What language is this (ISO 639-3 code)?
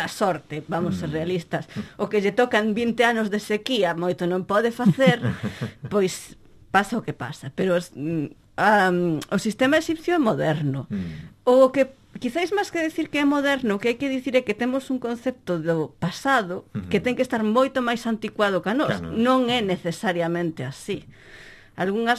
glg